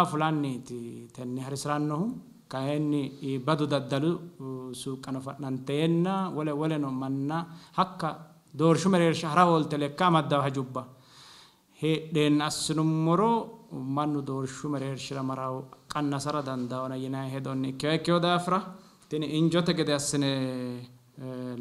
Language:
Sidamo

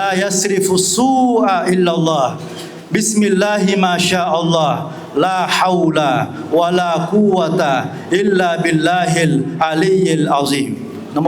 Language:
Buginese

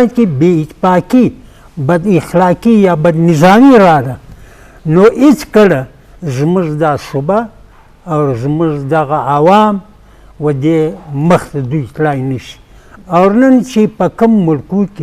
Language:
Eastern Balochi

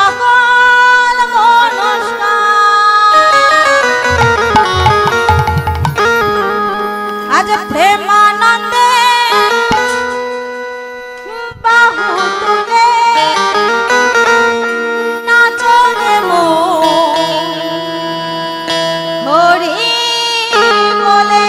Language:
Bangla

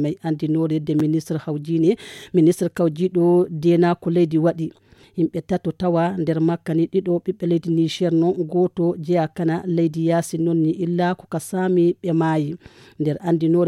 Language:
Fula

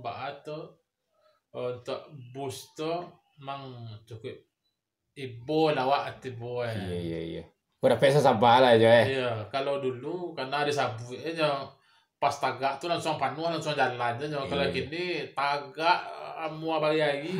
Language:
Minangkabau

